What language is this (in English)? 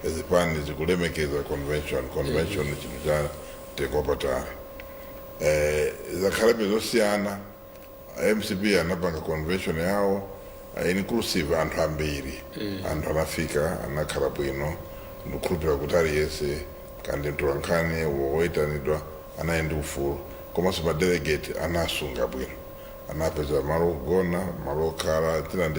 Nyanja